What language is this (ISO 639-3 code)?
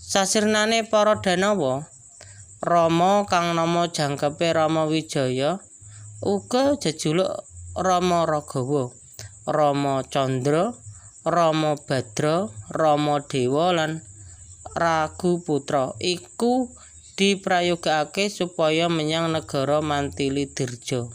jav